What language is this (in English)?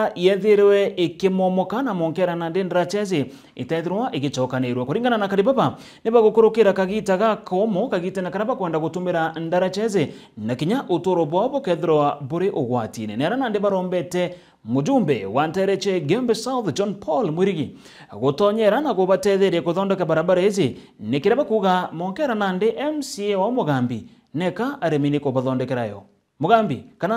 Meru